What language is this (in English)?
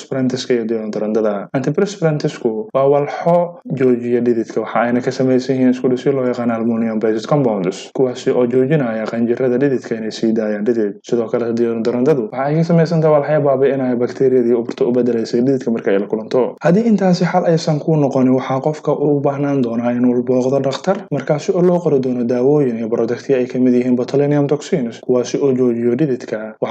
Somali